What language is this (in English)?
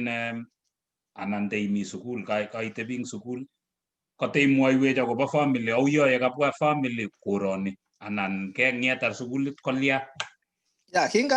Kalenjin